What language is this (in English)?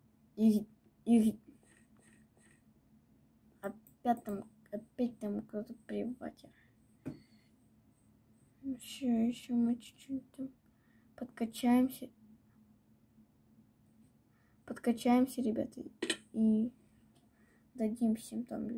Russian